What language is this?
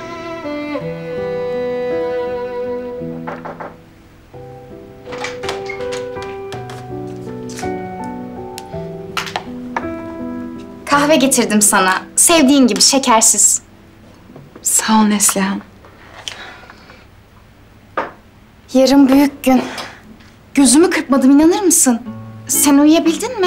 Turkish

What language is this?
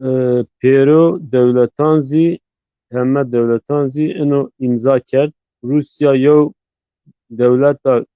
Zaza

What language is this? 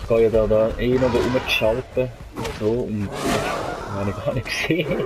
Swiss German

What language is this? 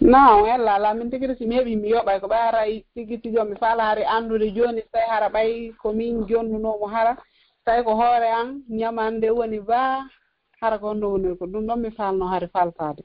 Fula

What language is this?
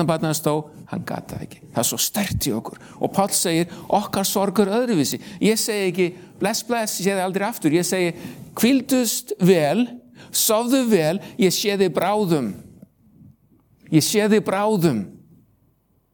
Icelandic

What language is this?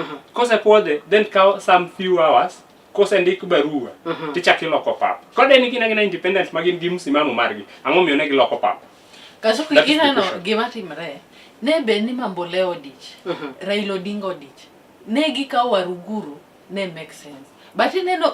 Luo (Kenya and Tanzania)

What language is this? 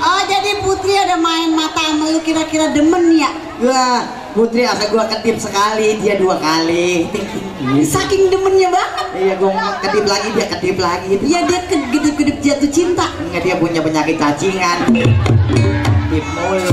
Betawi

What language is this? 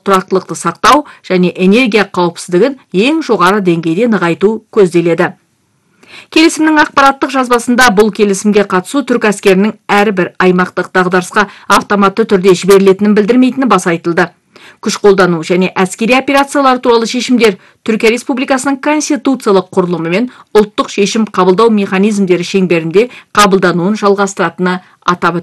Kazakh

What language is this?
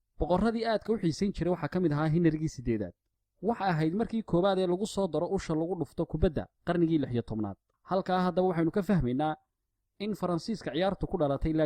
Somali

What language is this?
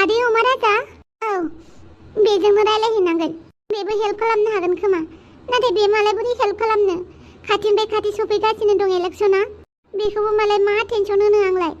Bodo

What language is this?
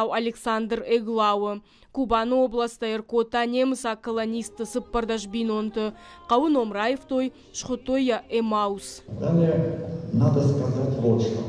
Ossetic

